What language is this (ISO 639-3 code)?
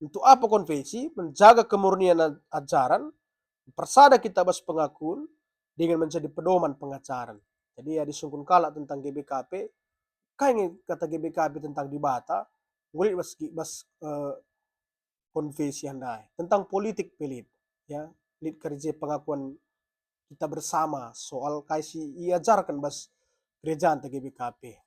btx